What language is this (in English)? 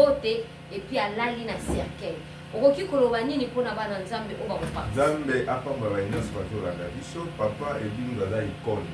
Lingala